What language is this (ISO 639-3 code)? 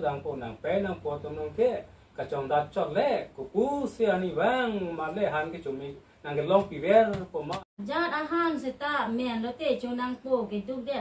mjw